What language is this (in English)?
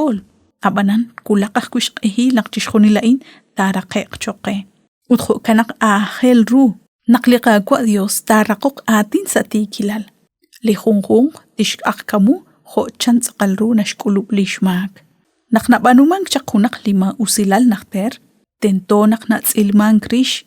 Kekchí